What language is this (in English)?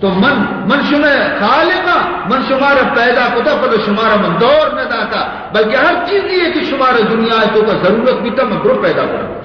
Baluchi